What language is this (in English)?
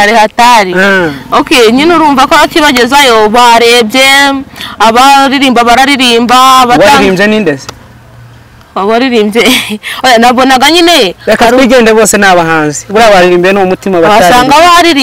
Kinyarwanda